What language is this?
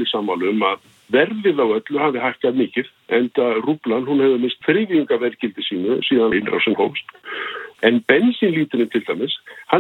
Icelandic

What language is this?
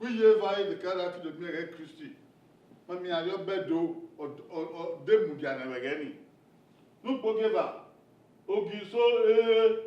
Bini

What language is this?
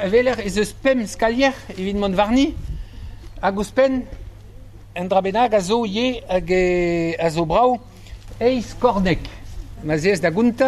Breton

